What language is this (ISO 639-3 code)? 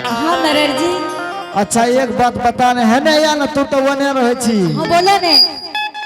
anp